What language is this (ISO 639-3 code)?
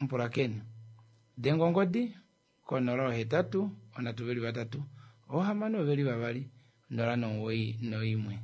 kua